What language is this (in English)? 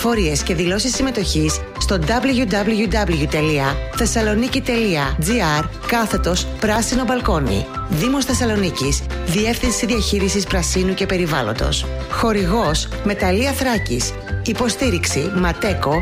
Greek